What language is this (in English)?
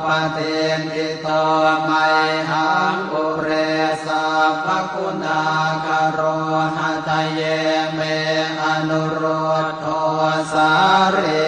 Pali